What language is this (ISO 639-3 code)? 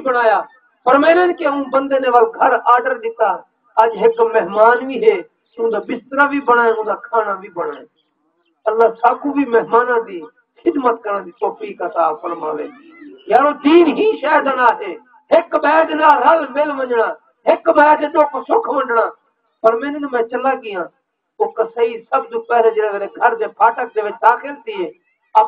skr